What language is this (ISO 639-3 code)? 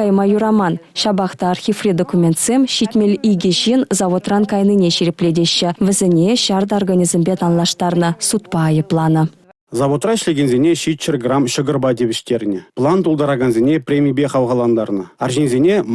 chv